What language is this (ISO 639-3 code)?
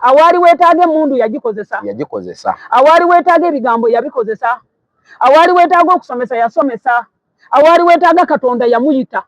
lug